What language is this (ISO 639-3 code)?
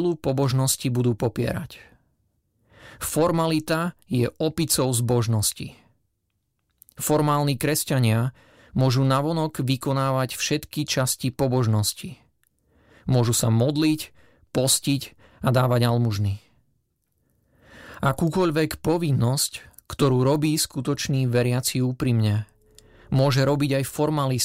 slk